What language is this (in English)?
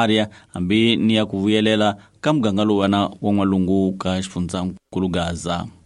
Tsonga